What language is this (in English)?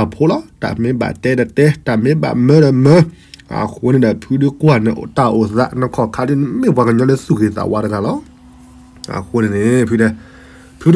S'gaw Karen